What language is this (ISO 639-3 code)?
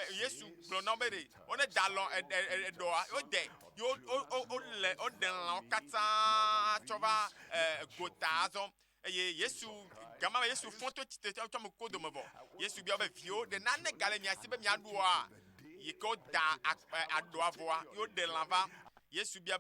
ewe